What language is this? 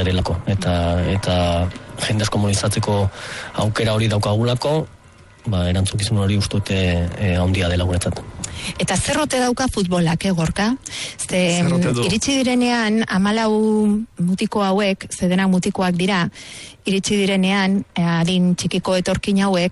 Basque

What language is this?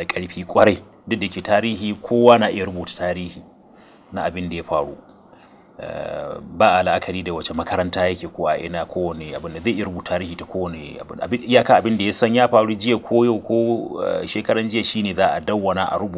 Hausa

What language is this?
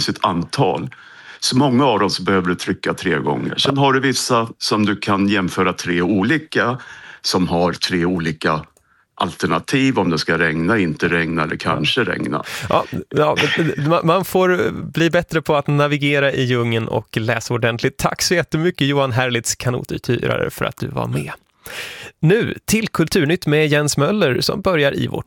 Swedish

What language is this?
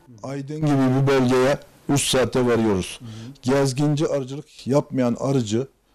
Turkish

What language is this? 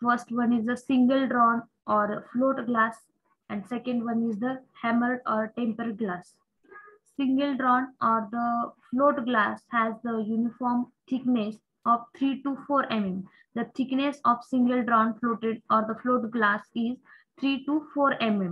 English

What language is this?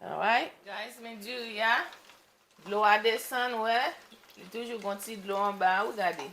Haitian Creole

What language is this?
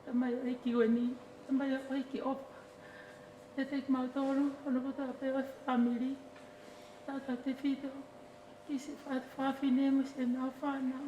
Tongan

